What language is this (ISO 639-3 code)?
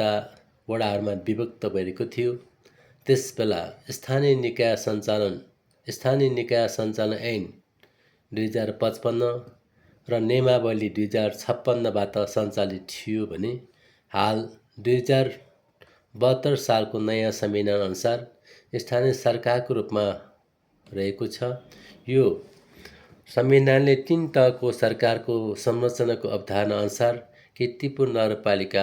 nep